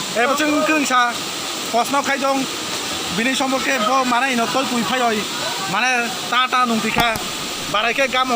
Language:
Kok Borok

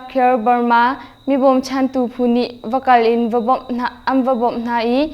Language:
Hakha Chin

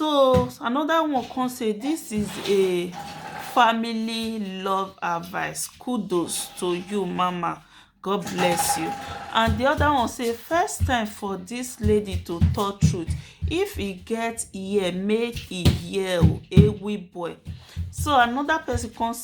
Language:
Nigerian Pidgin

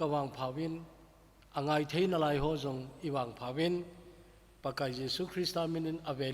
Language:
Thado Chin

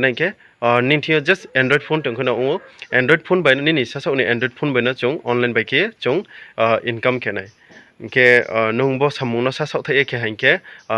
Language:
Riang (India)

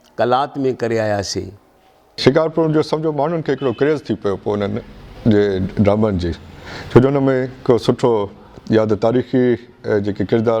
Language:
Sindhi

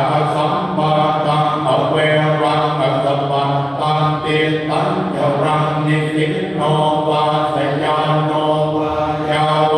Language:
Pali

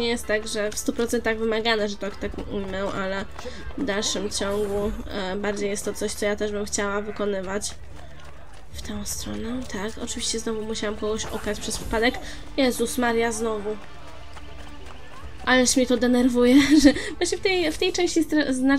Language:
Polish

